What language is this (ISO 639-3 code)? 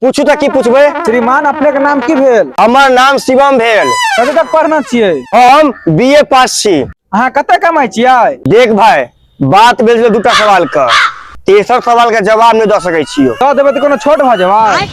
mai